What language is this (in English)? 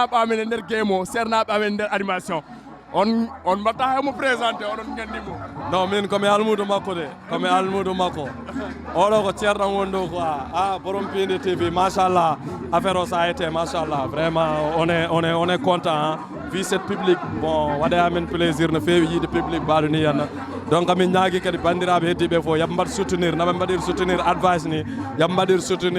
Fula